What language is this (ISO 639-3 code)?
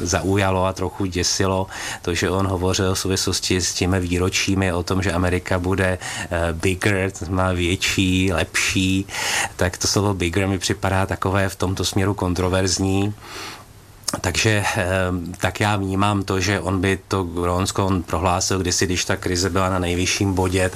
ces